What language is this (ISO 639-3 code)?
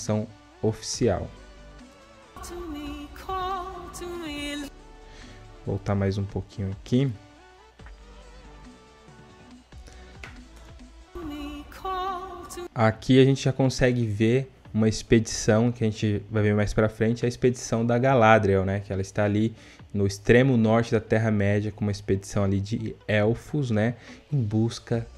por